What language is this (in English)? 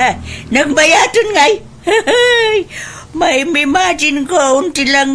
Iloko